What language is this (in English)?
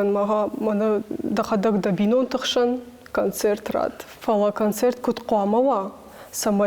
Ossetic